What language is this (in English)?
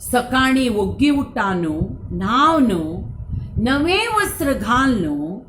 Konkani